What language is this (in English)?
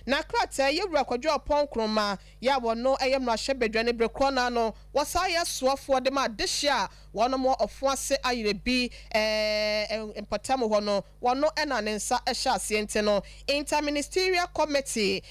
Akan